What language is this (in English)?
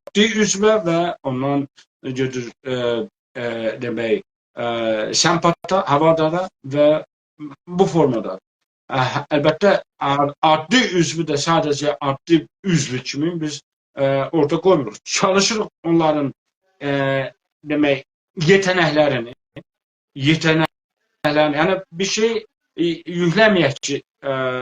South Azerbaijani